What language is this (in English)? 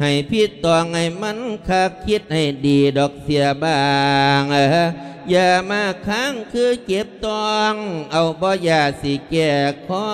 Lao